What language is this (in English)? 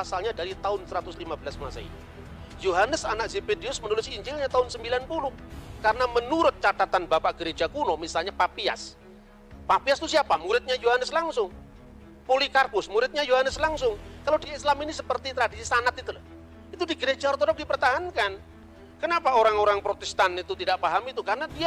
Indonesian